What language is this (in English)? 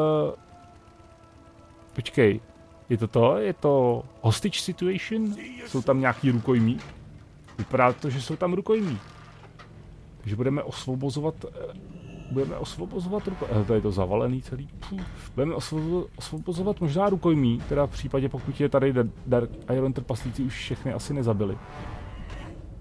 Czech